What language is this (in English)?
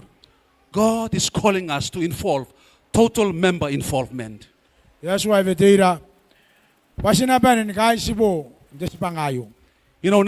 Gilbertese